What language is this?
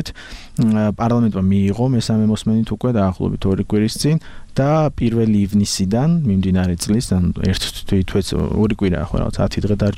Georgian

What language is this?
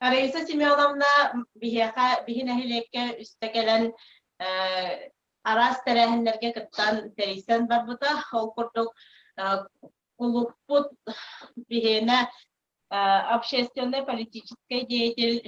Yakut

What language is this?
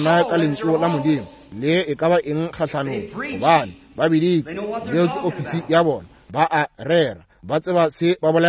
Northern Sotho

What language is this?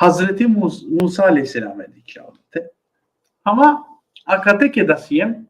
Balkan Romani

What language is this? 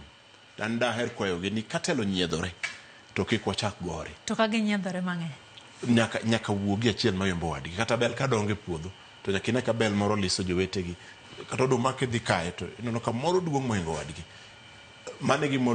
Luo (Kenya and Tanzania)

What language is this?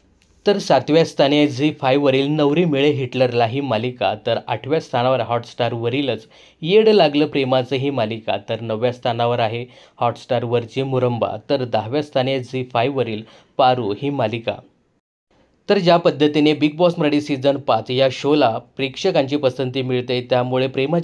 Marathi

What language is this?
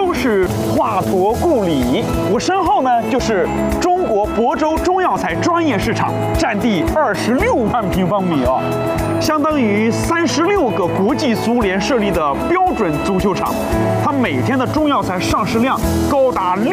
Chinese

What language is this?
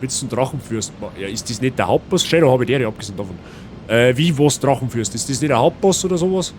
Bavarian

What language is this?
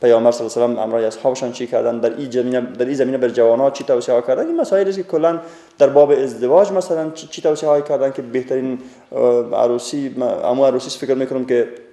Persian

